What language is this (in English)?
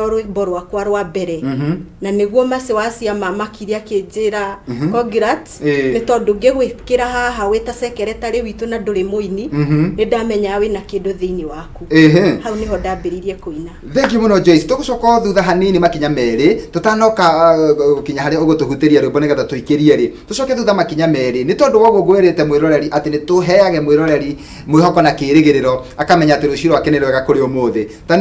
Kikuyu